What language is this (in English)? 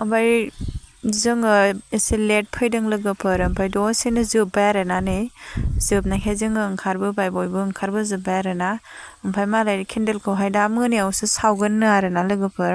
Bodo